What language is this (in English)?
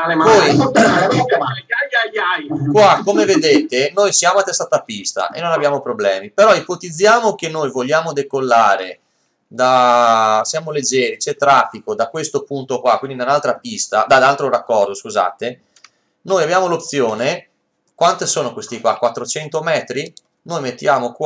Italian